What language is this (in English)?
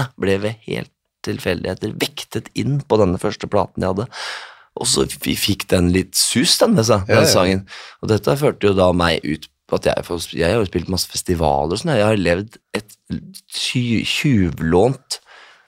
Norwegian